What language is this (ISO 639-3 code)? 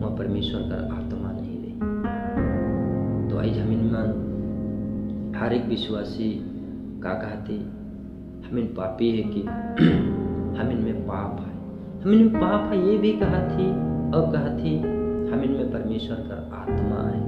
sck